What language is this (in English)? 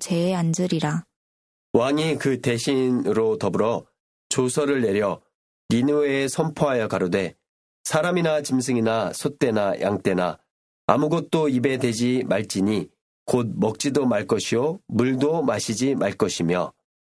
Korean